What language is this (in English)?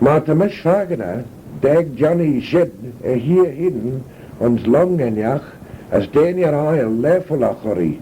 Manx